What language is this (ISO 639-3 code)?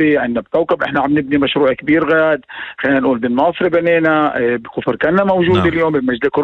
apc